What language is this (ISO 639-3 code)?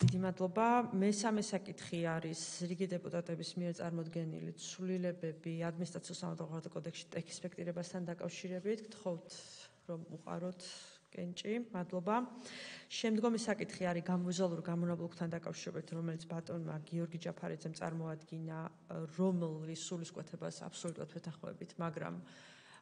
kat